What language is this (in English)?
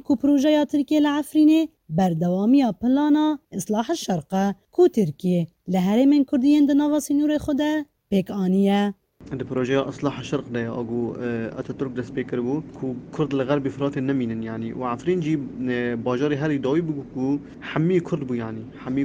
Kurdish